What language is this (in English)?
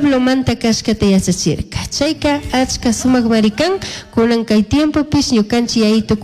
Chimborazo Highland Quichua